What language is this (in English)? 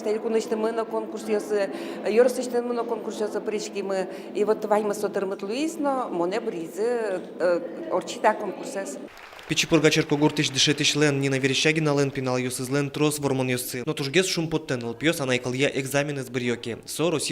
Udmurt